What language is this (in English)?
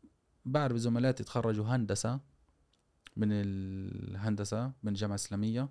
Gulf Arabic